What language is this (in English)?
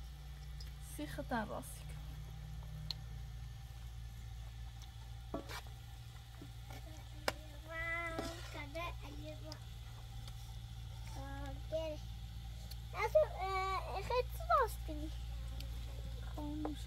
Persian